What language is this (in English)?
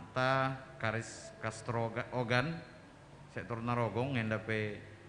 Batak Karo